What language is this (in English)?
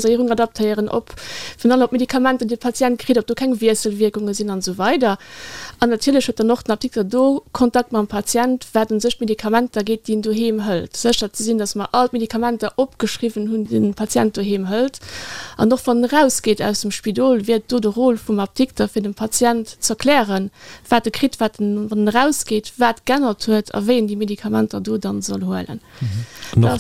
Luxembourgish